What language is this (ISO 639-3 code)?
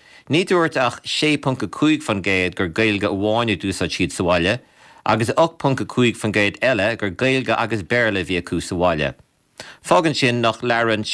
gle